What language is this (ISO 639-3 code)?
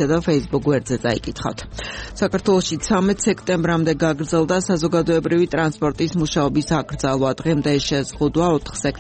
kat